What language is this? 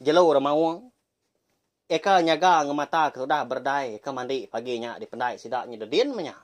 Iban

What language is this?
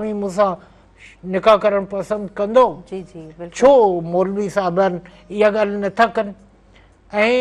Sindhi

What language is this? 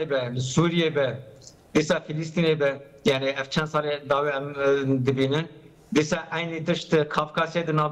Kurdish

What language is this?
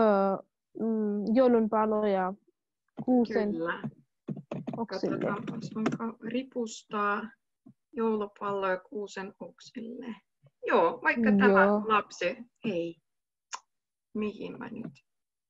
Finnish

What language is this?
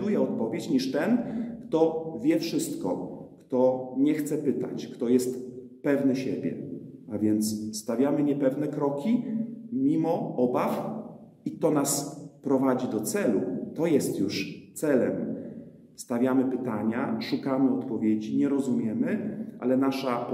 Polish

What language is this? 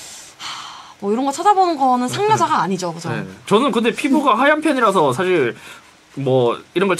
Korean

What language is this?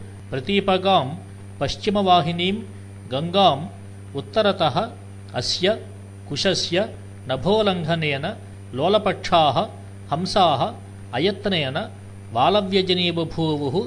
Sanskrit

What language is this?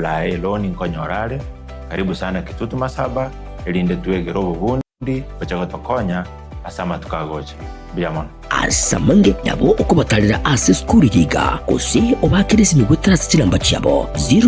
Gusii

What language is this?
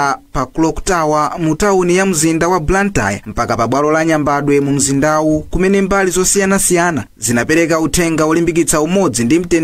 Nyanja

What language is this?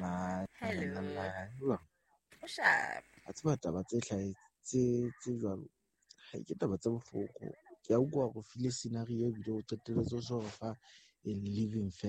Southern Sotho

